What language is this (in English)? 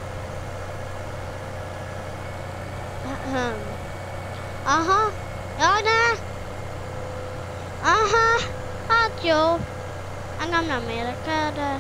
Hungarian